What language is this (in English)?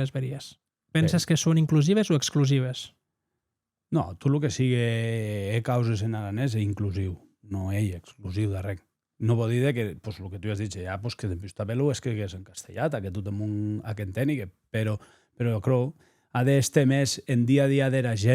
Occitan